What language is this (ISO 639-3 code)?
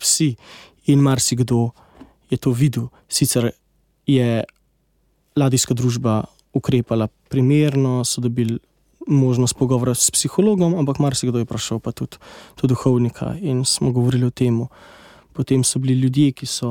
slv